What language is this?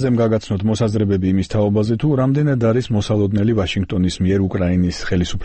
Georgian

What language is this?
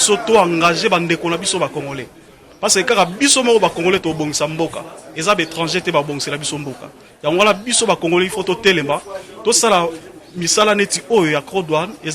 Lingala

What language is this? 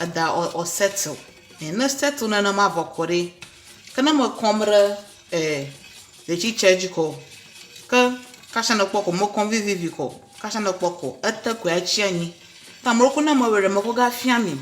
Ewe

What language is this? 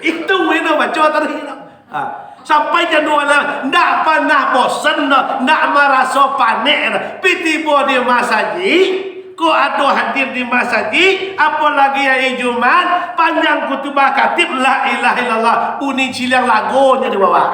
Minangkabau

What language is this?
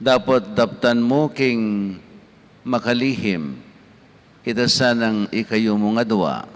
Pampanga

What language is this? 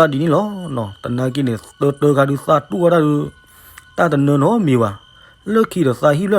S'gaw Karen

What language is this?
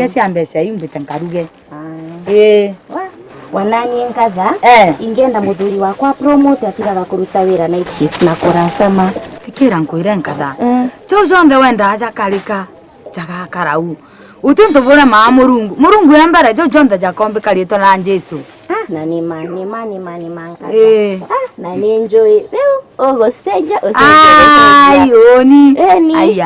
Meru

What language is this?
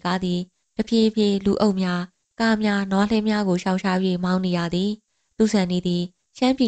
Burmese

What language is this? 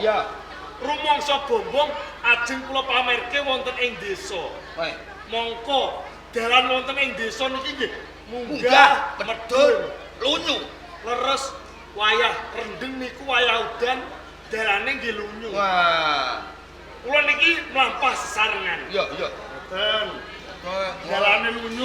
Javanese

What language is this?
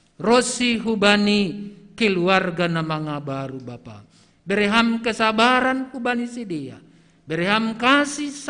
Batak Simalungun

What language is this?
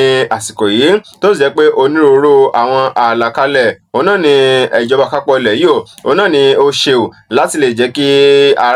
Yoruba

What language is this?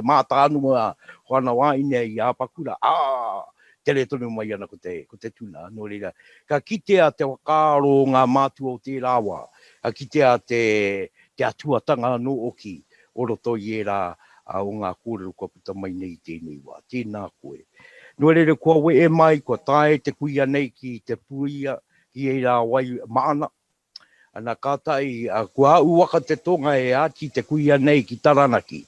Māori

